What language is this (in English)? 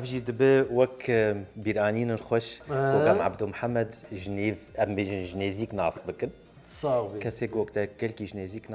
Kurdish